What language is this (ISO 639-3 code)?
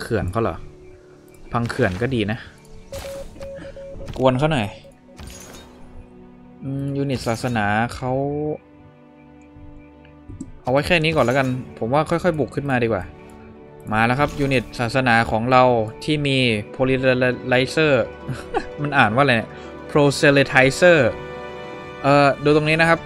tha